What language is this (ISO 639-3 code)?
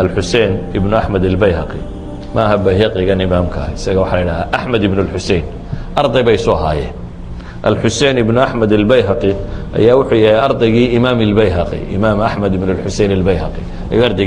som